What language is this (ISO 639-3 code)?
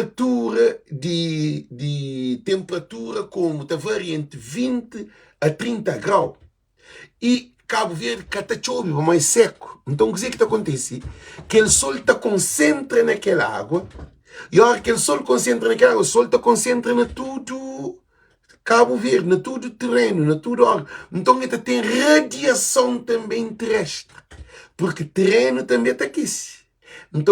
kea